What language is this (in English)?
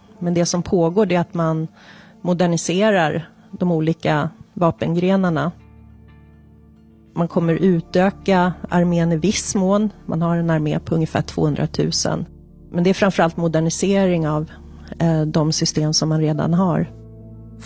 Swedish